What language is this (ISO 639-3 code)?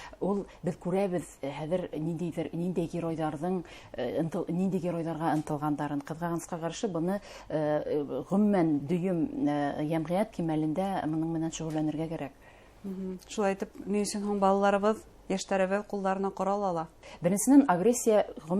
bak